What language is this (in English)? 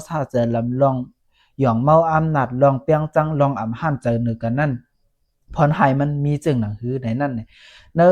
Lao